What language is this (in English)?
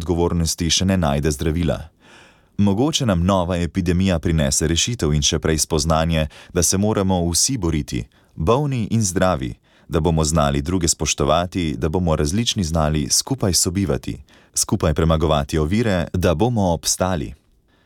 Slovenian